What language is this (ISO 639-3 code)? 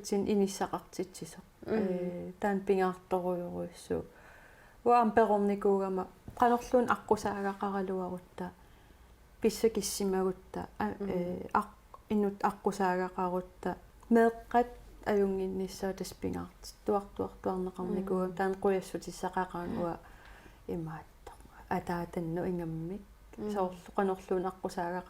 kal